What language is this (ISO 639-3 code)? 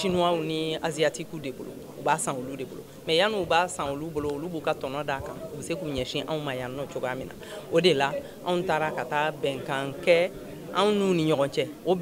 bam